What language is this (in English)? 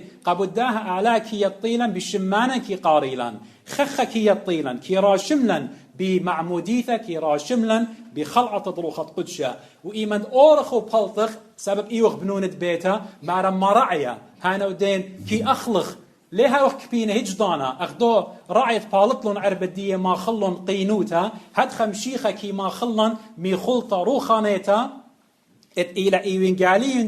Assyrian Neo-Aramaic